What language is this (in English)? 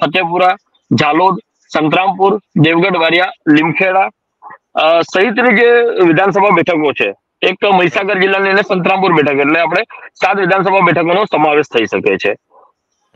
Gujarati